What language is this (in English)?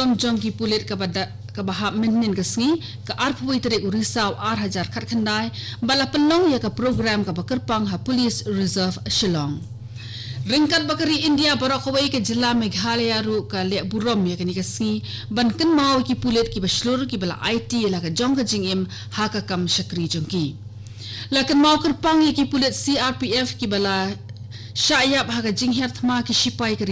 Khasi